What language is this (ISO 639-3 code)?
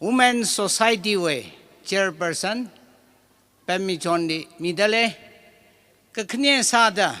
nmf